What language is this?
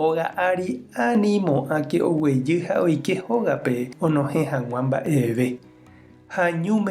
Guarani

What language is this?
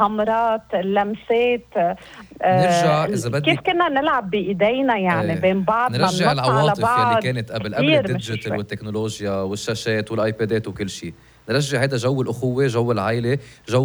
North Levantine Arabic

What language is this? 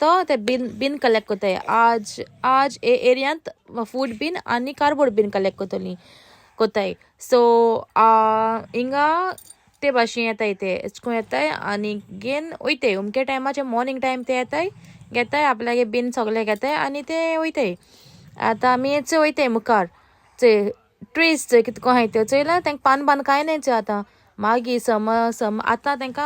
Konkani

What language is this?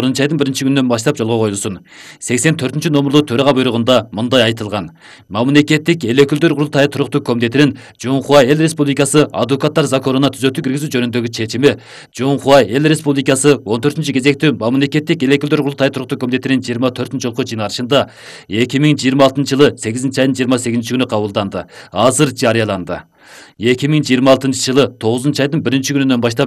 Kyrgyz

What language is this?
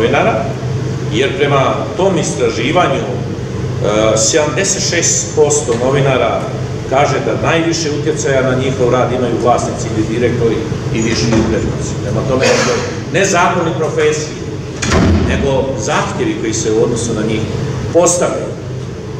Bosnian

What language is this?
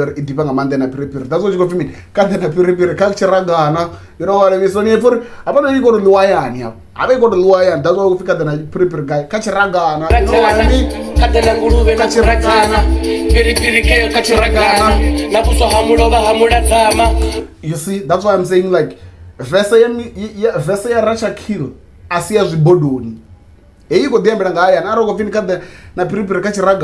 Venda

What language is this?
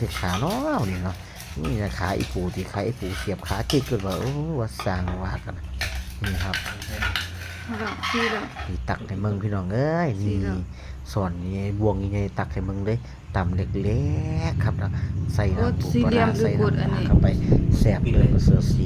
Northeastern Thai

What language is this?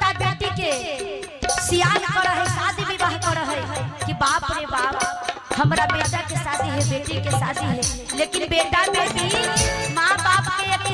Magahi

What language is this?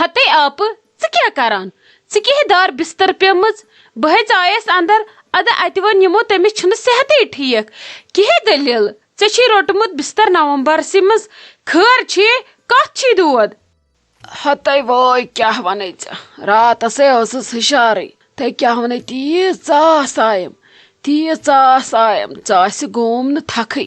Kashmiri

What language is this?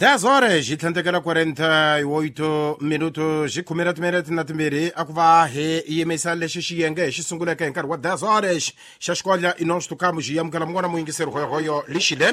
Tsonga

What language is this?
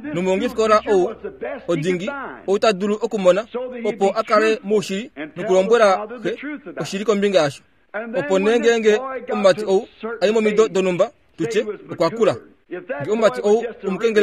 Kuanyama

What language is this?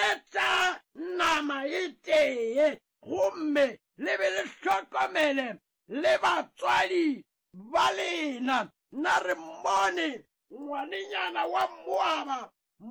Northern Sotho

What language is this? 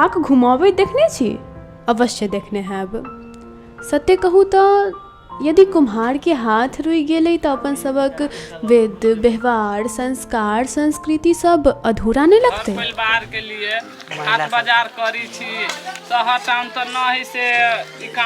Maithili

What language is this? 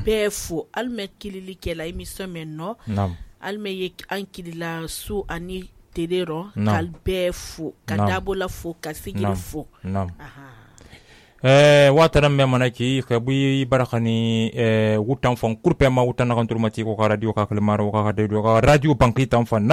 Susu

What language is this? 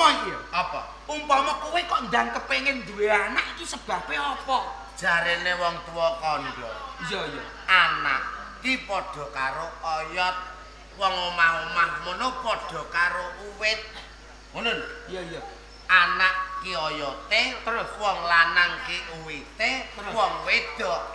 Javanese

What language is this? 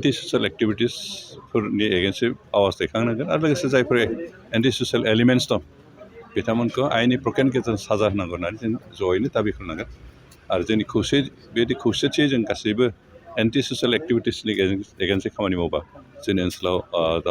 Bodo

